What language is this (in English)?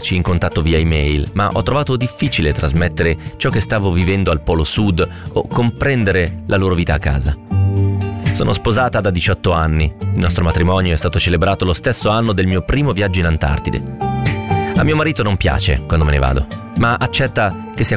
Italian